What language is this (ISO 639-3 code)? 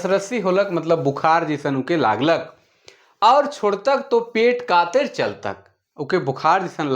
sck